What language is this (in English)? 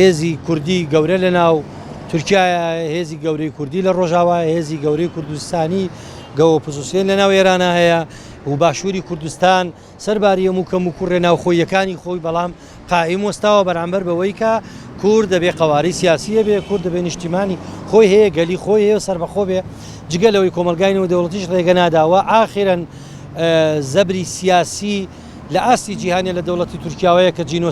Central Kurdish